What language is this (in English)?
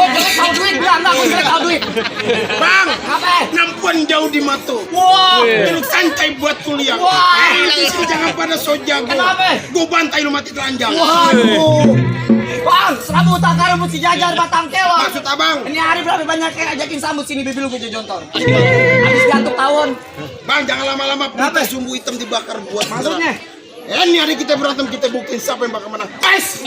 Betawi